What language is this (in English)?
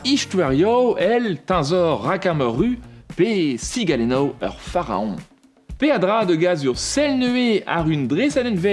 Breton